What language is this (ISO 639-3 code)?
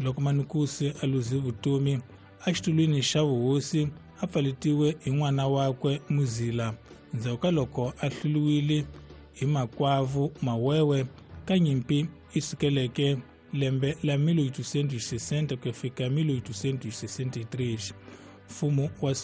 tso